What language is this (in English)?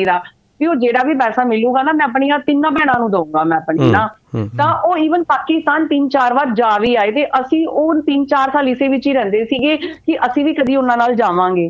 Punjabi